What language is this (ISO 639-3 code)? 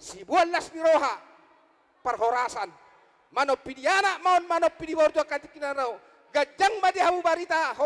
bbc